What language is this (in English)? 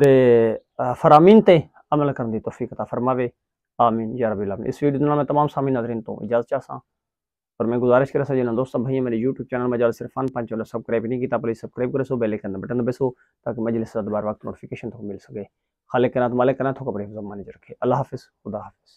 Saraiki